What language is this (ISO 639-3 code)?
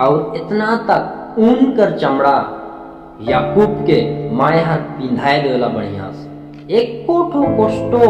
sck